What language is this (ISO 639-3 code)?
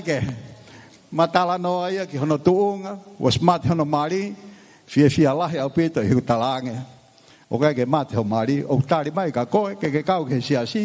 ton